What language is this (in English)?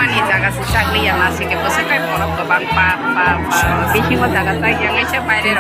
Kok Borok